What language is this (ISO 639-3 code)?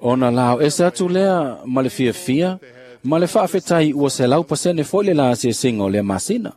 smo